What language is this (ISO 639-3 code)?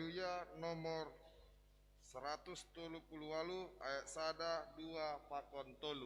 bts